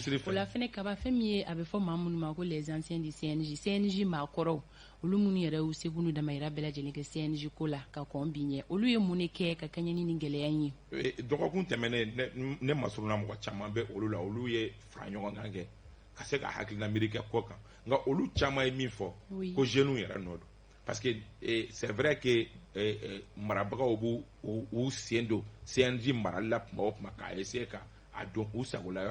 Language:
Bambara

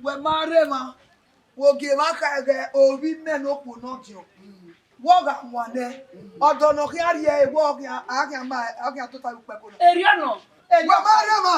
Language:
Bini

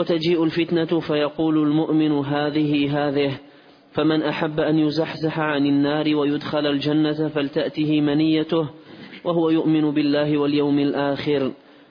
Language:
Arabic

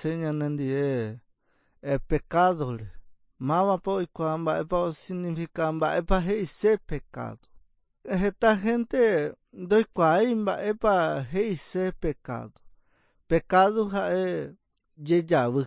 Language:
Guarani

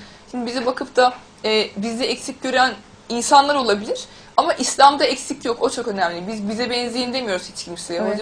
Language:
Turkish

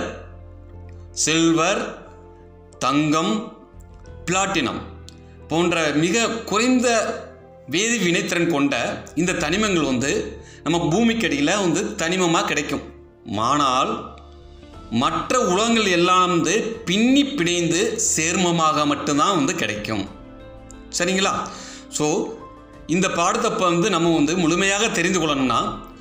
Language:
Tamil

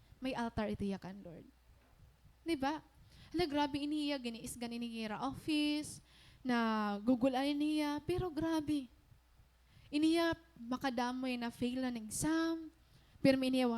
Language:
Waray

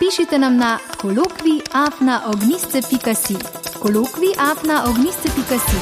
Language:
Slovenian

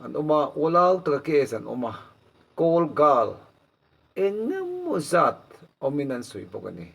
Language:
Mizo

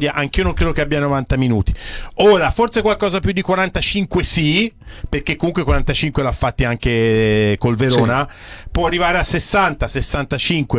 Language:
Italian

